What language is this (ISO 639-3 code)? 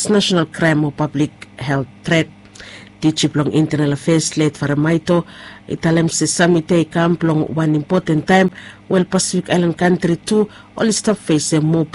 bis